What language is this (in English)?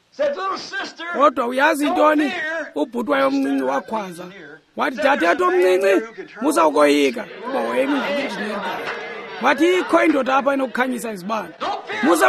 Xhosa